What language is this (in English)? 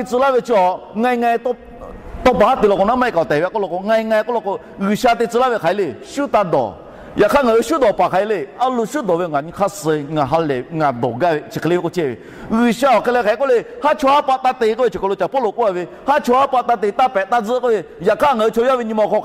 Lahu